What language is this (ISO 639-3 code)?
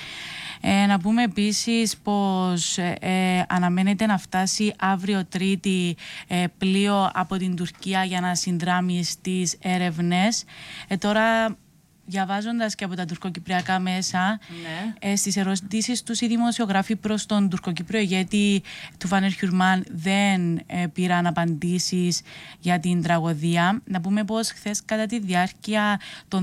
ell